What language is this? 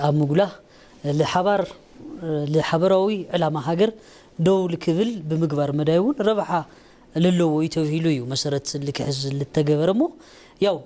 Tigrinya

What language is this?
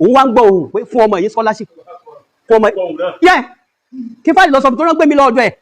Yoruba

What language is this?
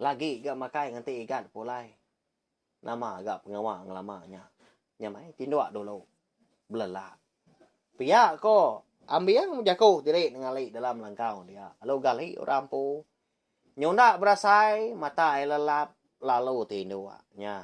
Iban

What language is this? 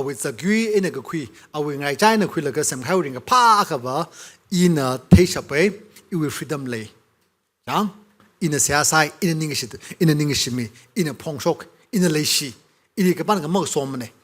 Tangkhul Naga (India)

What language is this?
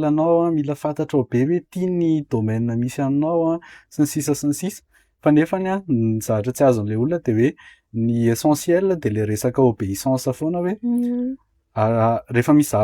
Malagasy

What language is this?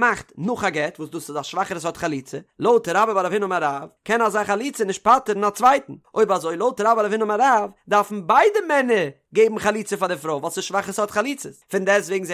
Yiddish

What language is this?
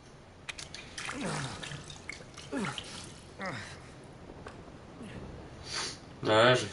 French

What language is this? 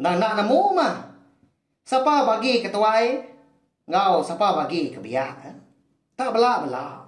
Iban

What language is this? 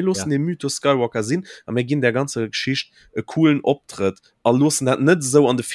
Luxembourgish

